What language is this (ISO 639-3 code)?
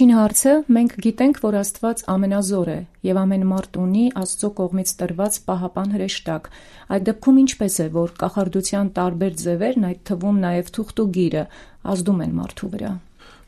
hye